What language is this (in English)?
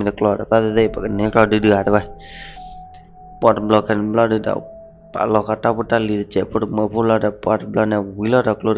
S'gaw Karen